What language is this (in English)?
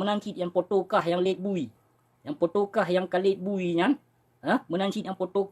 Achinese